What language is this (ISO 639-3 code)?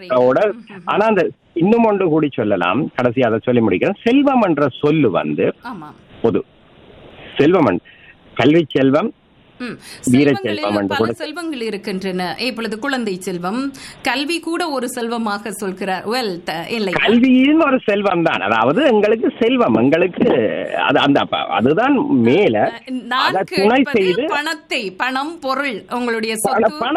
tam